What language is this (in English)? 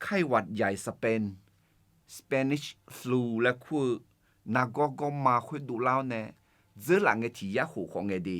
Akha